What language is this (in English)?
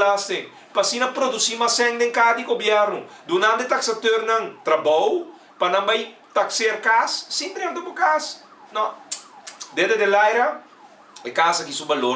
Papiamento